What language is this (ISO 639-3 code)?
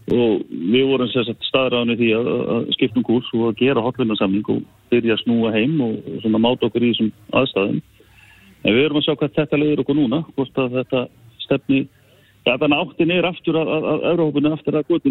isl